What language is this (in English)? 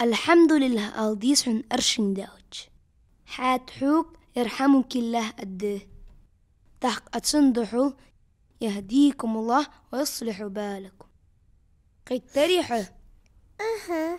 Ingush